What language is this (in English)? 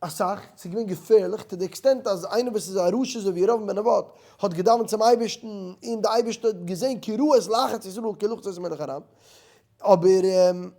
Yiddish